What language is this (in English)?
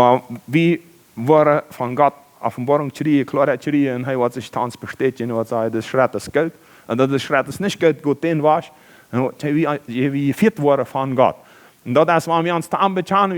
Plautdietsch